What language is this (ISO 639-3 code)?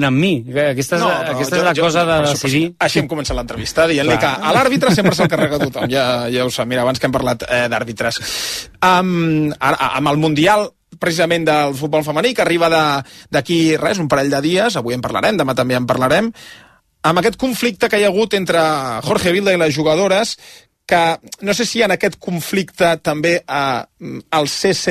cat